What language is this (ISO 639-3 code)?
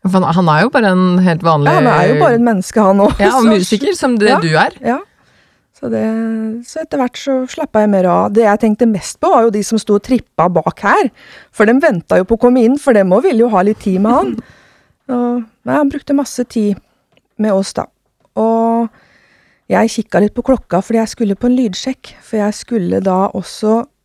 nor